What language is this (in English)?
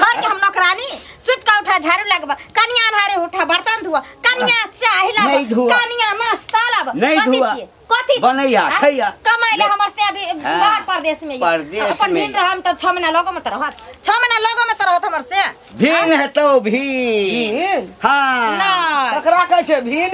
Maithili